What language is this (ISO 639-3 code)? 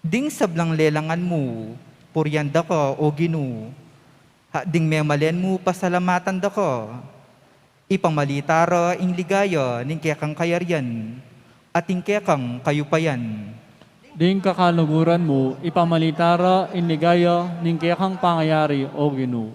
pam